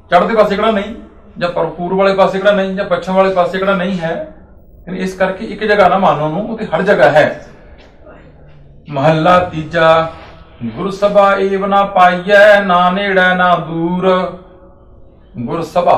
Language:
Punjabi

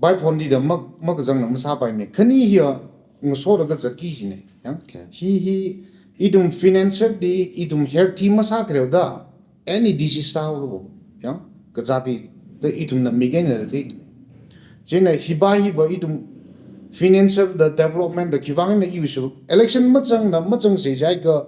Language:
Tangkhul Naga (India)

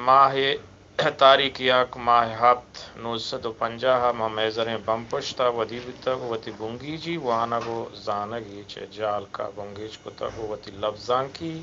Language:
Eastern Balochi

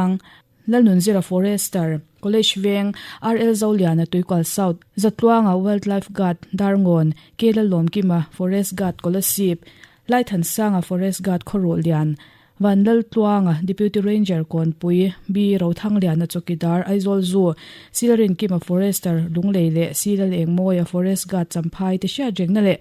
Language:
Mizo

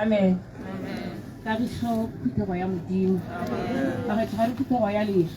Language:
Tswana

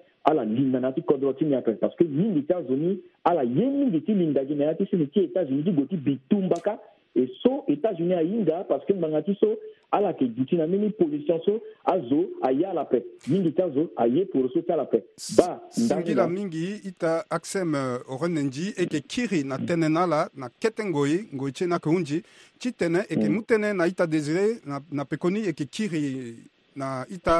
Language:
Sango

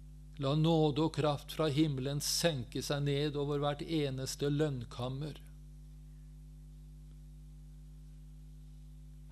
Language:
Norwegian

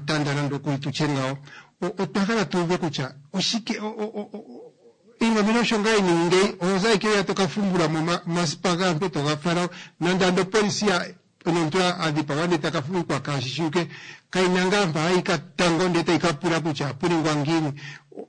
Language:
Kuanyama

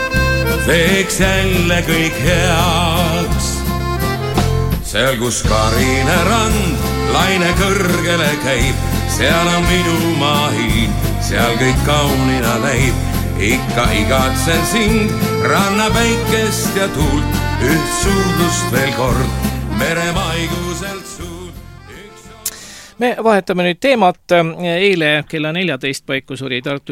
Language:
Estonian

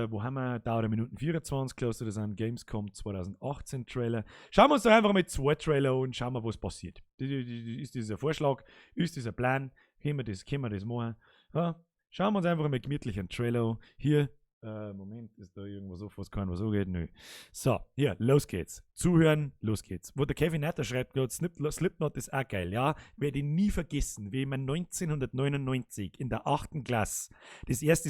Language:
Bavarian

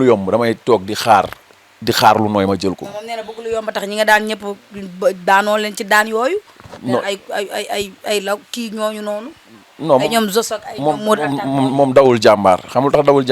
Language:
Wolof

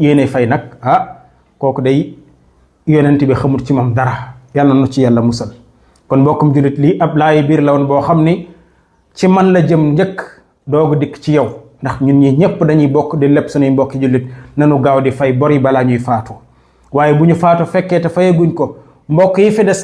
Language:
Wolof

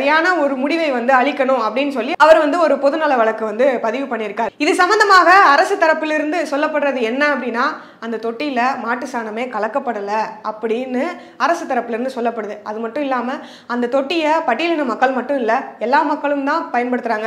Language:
Tamil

